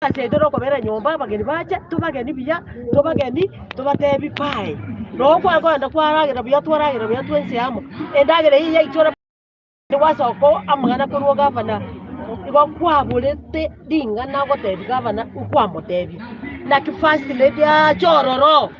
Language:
Gusii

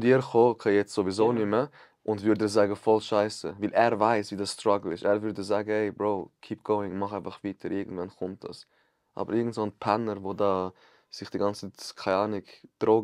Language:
Swiss German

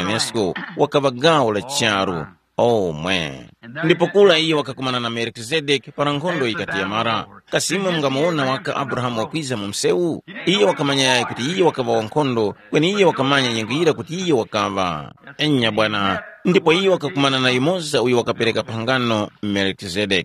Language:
Tumbuka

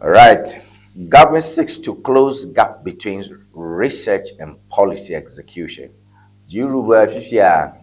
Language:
Ewe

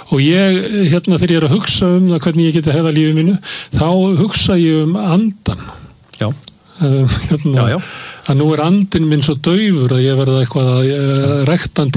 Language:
Icelandic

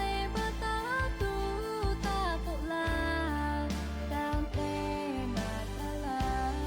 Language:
Lahu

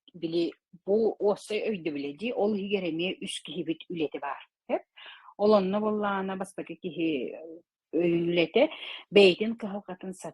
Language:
Yakut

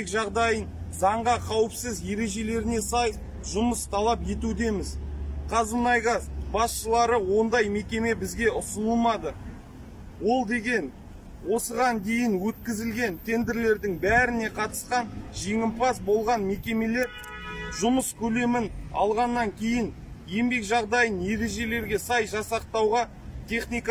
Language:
Kazakh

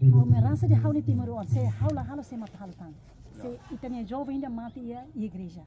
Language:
Tetum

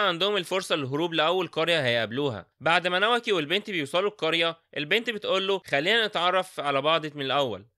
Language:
Egyptian Arabic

